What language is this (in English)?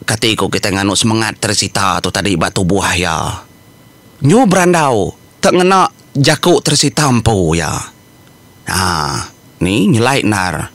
Iban